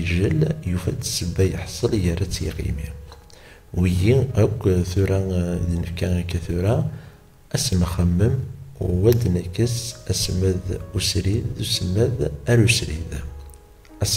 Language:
Kabyle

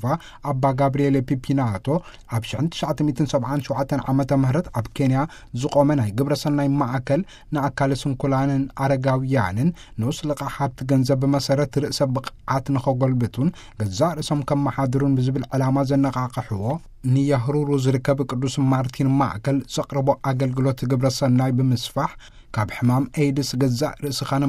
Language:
Tigrinya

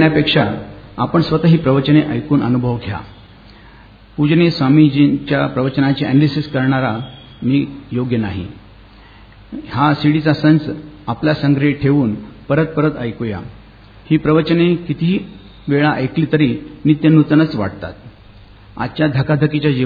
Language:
Marathi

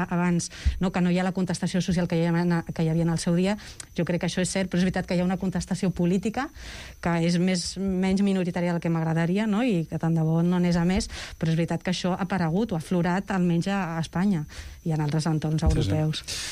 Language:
Catalan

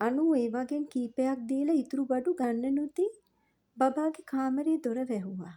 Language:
Sinhala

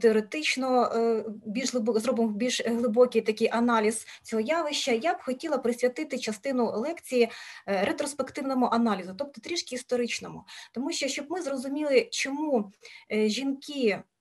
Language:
Ukrainian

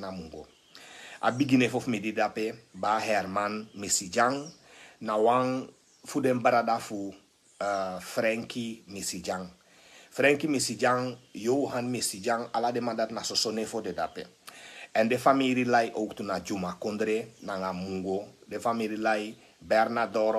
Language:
Sranan Tongo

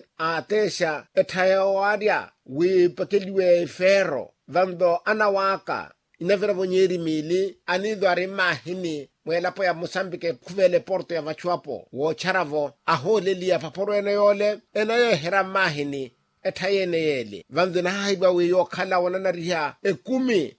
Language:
Makhuwa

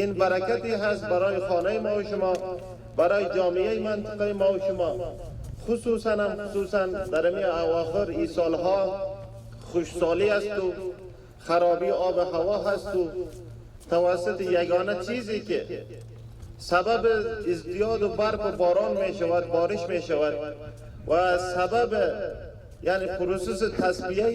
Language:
Pashto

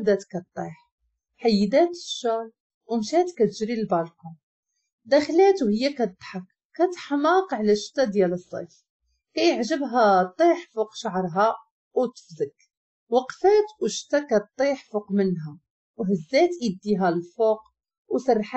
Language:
Moroccan Arabic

